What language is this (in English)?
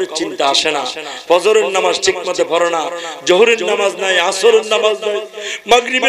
Bangla